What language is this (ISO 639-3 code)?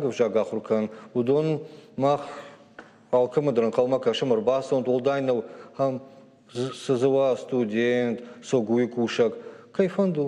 oss